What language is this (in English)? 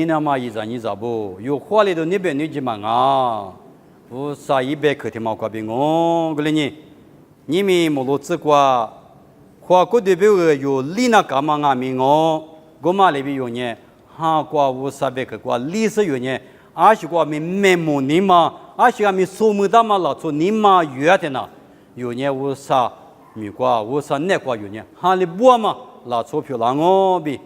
Lisu